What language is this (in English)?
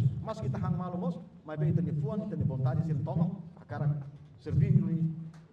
Tetum